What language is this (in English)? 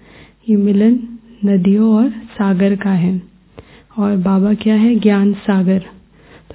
Hindi